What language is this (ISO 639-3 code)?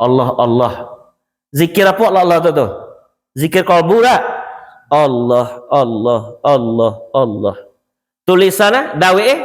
min